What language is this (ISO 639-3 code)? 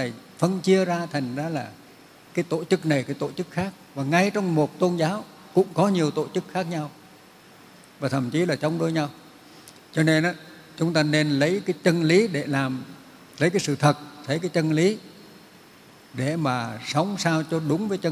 vie